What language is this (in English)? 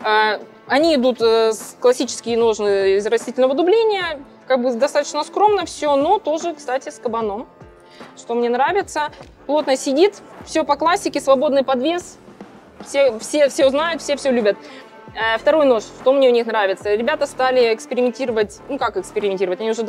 Russian